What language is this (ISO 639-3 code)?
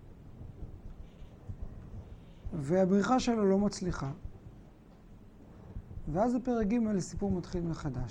heb